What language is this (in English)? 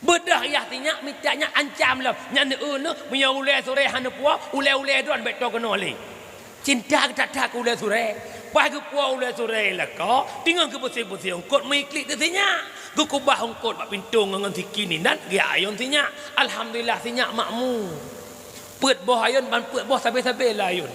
Achinese